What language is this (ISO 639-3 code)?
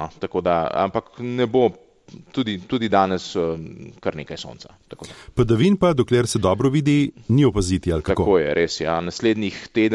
slv